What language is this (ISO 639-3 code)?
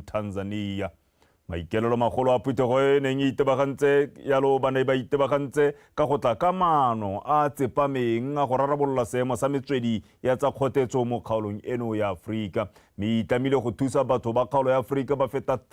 tsn